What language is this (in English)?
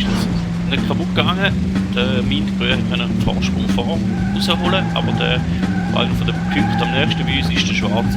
Swiss German